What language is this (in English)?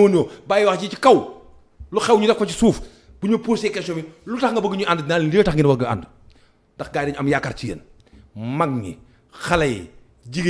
Wolof